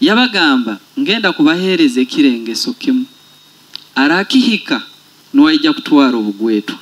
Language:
Nyoro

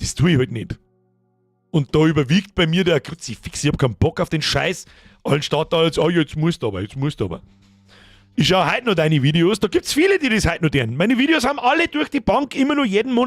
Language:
Bavarian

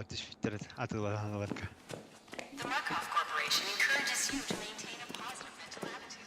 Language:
Yakut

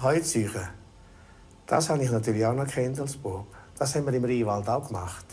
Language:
Romansh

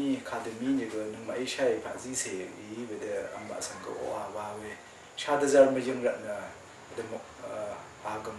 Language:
Rawang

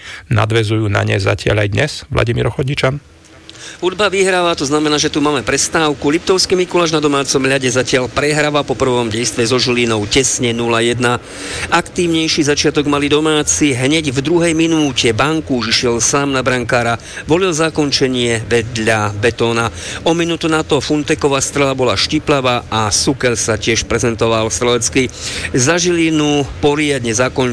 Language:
Slovak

